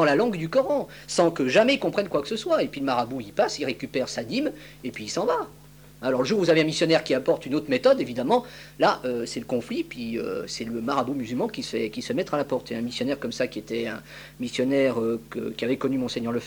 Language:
French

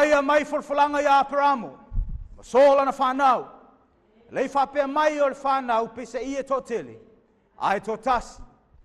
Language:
Samoan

